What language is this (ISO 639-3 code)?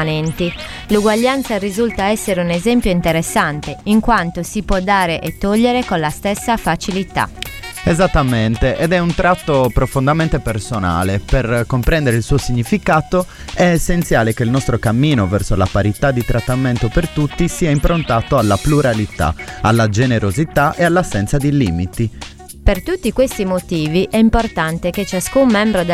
ita